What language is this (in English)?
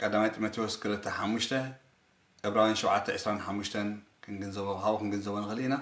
Tigrinya